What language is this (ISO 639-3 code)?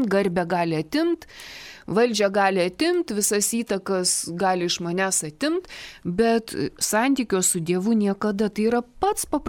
lit